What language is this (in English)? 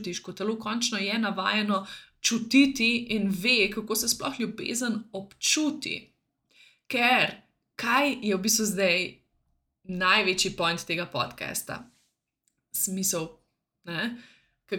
Slovenian